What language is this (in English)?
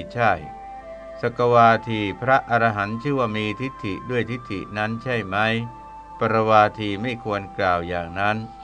Thai